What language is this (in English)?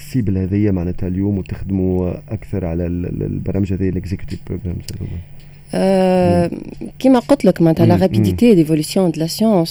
Tunisian Arabic